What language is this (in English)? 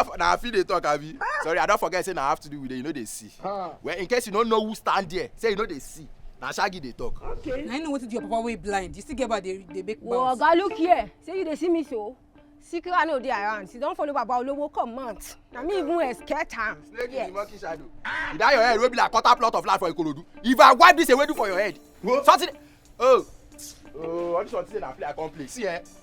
Nigerian Pidgin